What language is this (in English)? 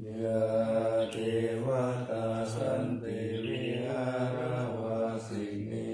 Pali